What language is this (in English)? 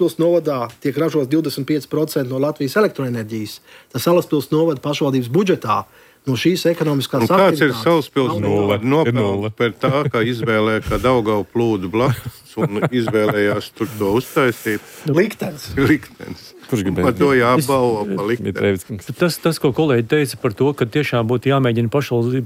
Latvian